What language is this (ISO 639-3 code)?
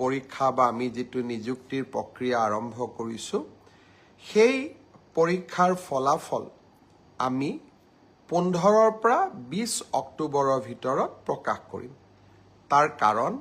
asm